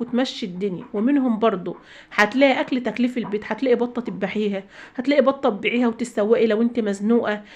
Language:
Egyptian Arabic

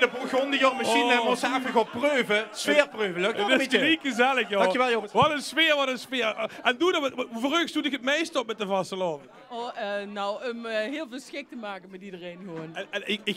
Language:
Limburgish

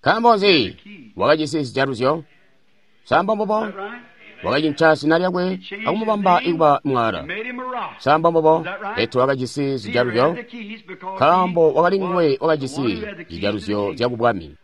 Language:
Tonga (Zambia)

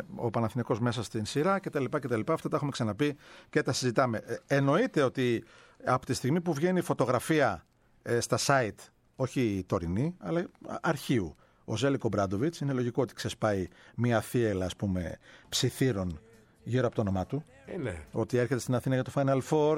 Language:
Greek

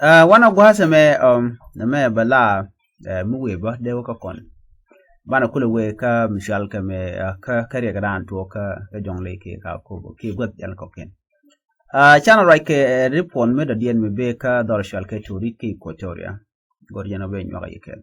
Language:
Nuer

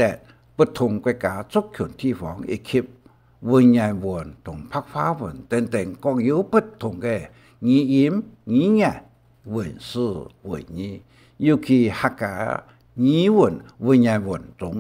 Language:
Hakka Chinese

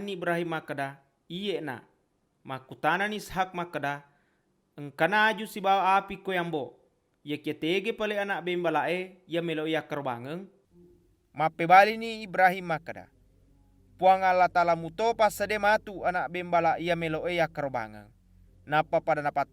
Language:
Buginese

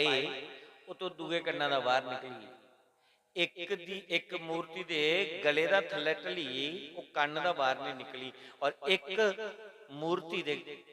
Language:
Dogri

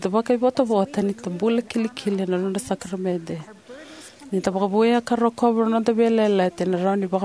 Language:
Fijian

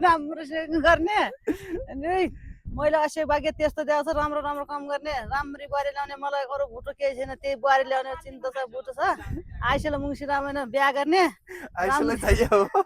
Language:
Nepali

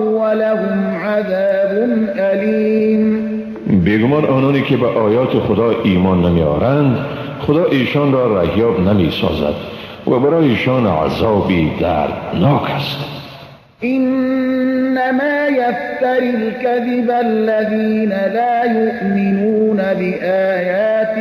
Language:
Persian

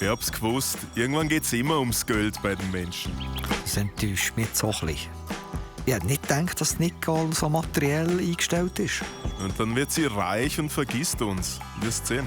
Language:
Swiss German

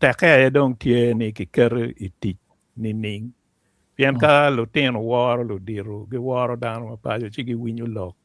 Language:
Acoli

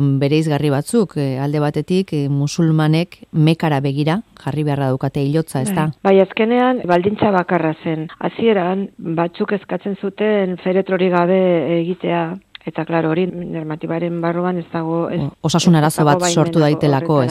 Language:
Basque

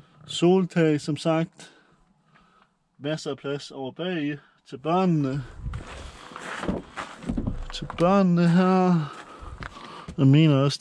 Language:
Danish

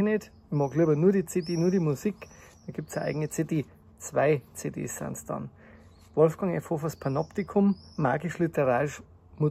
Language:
Bavarian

